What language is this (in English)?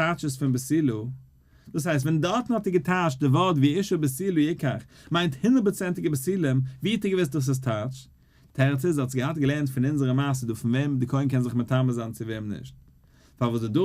Yiddish